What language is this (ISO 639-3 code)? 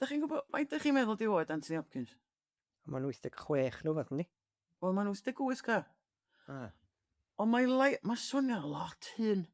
cym